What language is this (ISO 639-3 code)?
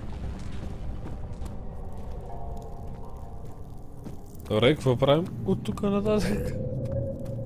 bul